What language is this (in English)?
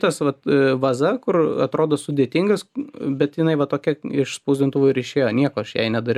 Lithuanian